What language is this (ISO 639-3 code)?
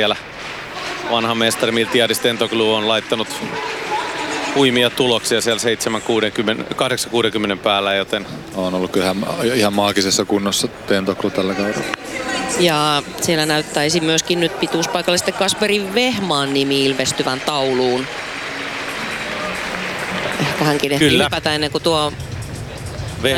fin